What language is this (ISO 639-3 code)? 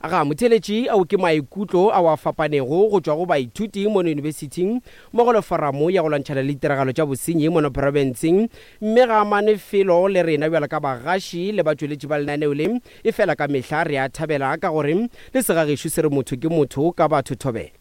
nso